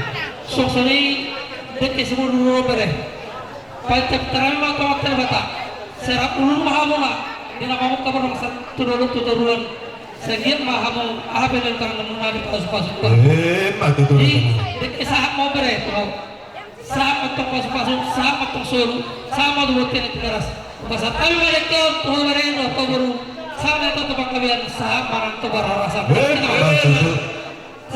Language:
Batak Toba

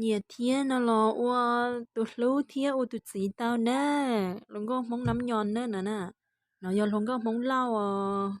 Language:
Hmong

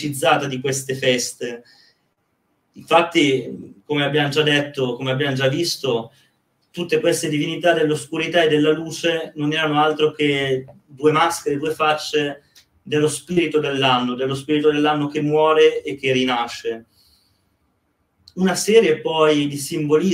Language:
Italian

